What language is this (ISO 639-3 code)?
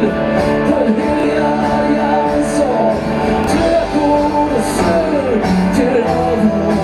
swe